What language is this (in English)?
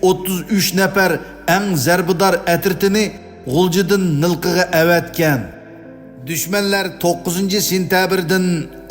Uyghur